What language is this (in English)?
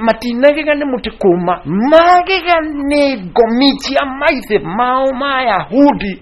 Kikuyu